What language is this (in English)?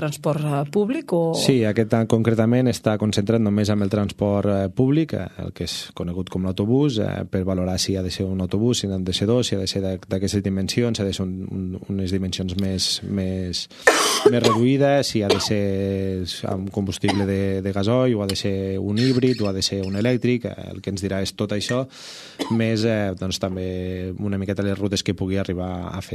Catalan